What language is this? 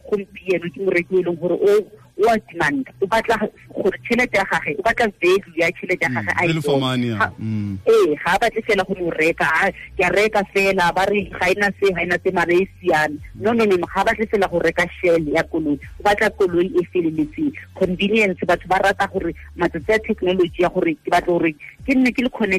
Tswana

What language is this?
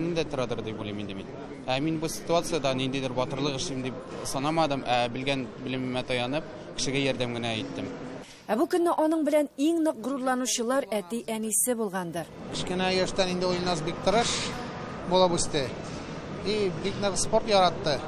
Tatar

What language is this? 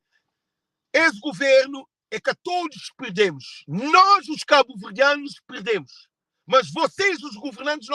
Kabuverdianu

